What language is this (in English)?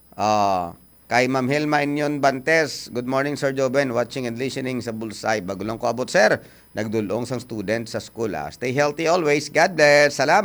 Hiligaynon